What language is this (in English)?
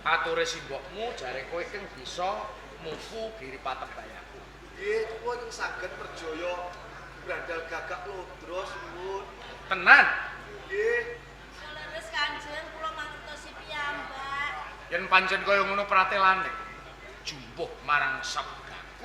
Javanese